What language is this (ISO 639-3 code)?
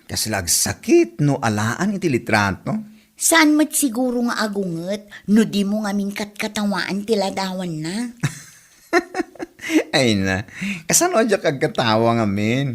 ilo